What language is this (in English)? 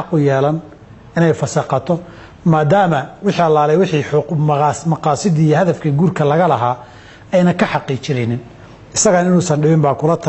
Somali